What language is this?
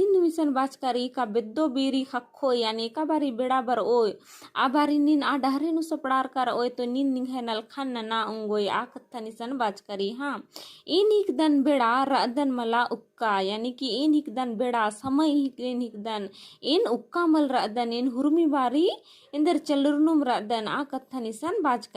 Kurukh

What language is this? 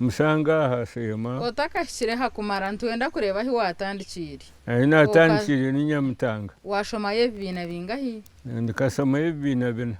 Nyankole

